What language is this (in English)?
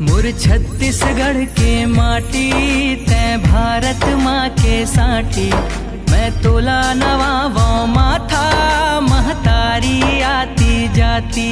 Chhattisgarhi